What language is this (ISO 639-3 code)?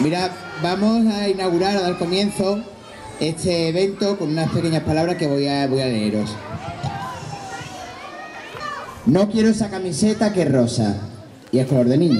spa